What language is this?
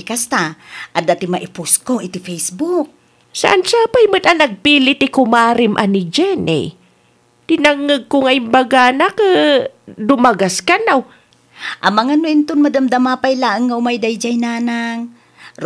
Iloko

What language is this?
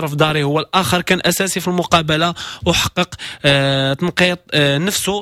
Moroccan Arabic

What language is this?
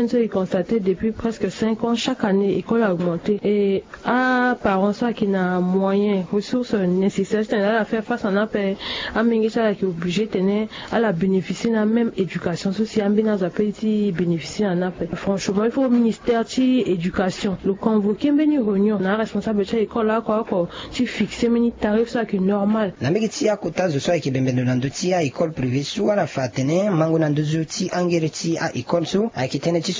Sango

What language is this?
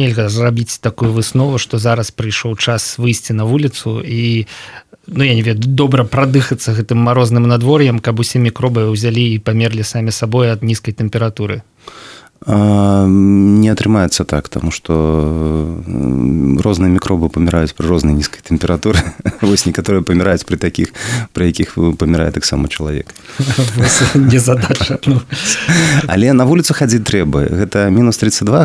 Belarusian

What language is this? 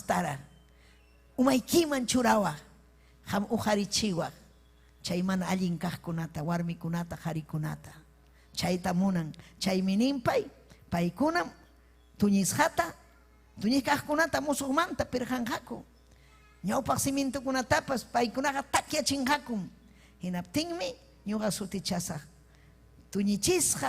Ayacucho Quechua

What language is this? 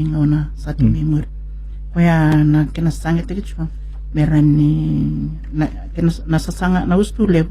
Fijian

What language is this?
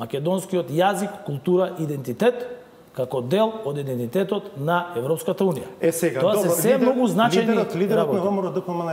Macedonian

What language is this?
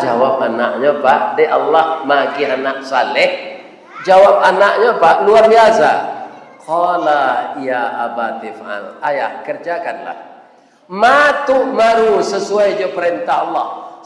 Minangkabau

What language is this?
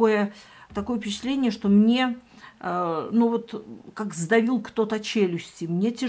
Russian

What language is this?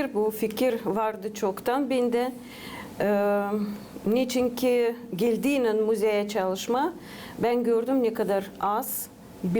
Gagauz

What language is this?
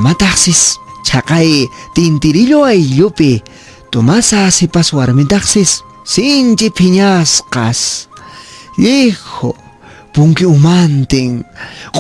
Quechua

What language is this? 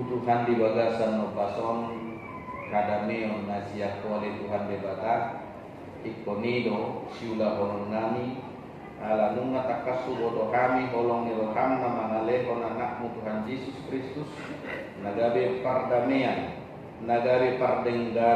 Batak Toba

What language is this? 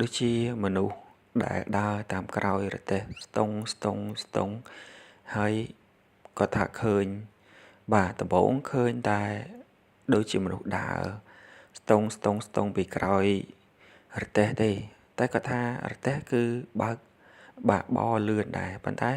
Khmer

